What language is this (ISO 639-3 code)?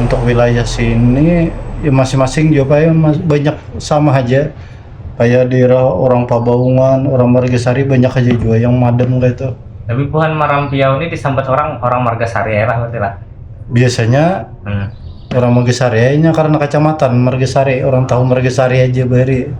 bjn